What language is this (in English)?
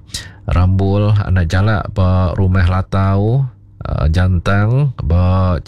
Iban